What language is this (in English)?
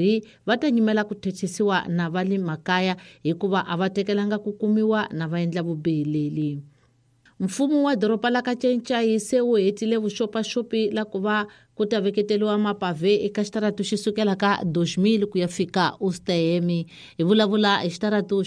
Tsonga